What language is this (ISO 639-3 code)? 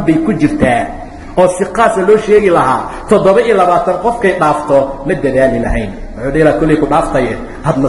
som